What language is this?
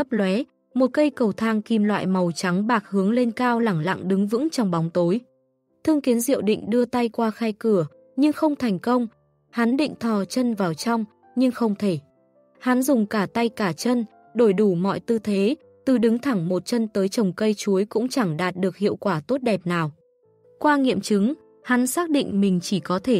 Vietnamese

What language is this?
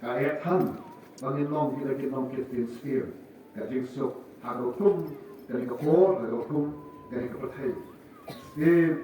Khasi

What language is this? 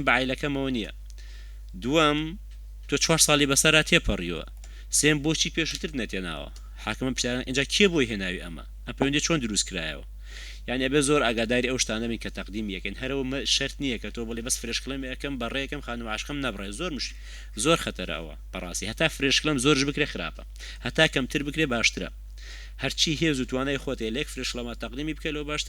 Central Kurdish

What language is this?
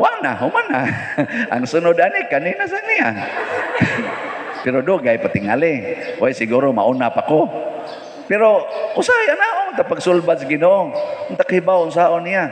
Cebuano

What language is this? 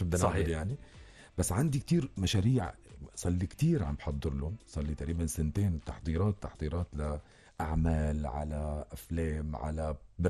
North Levantine Arabic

